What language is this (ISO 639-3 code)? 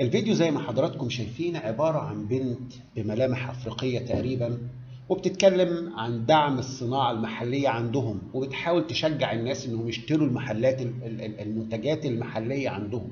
arz